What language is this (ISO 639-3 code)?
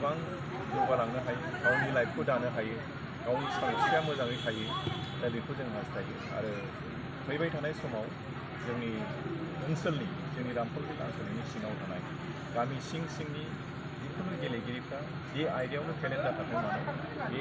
brx